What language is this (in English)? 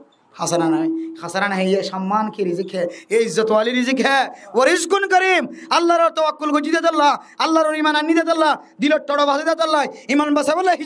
Rohingya